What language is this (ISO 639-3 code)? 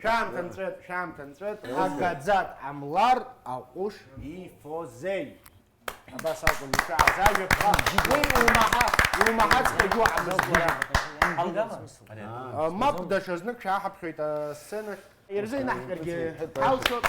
abk